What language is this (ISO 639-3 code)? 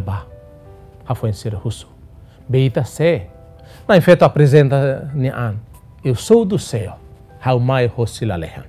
tet